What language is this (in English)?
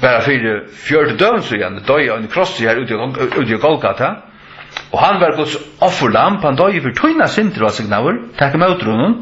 Faroese